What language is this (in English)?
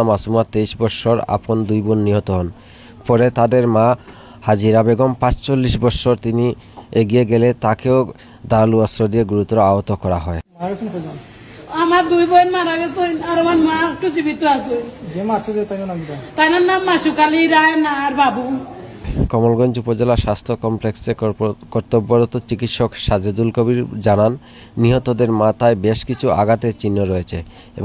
Sylheti